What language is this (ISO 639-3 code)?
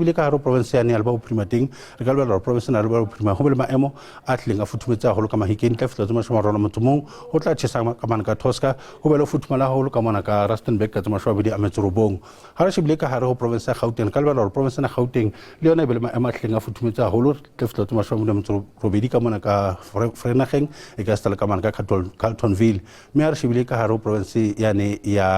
sot